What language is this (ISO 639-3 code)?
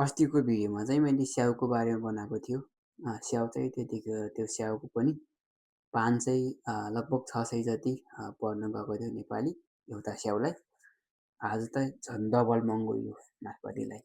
nep